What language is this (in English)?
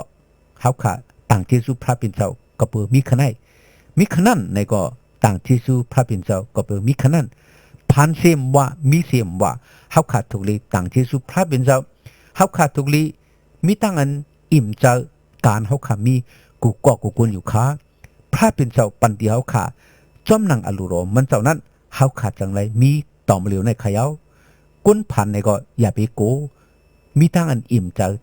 Shan